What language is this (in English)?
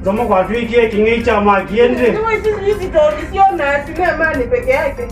Kamba